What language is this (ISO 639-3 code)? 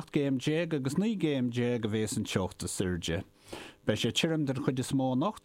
gle